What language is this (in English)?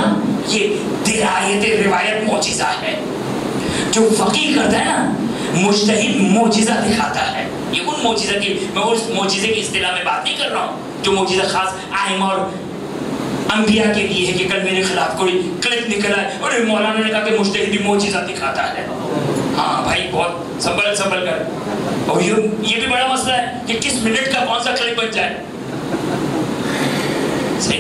Urdu